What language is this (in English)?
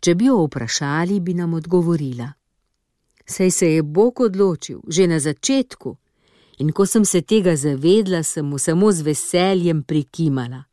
Slovenian